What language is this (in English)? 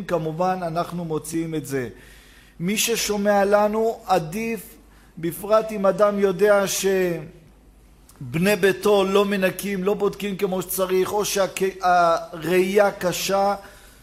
Hebrew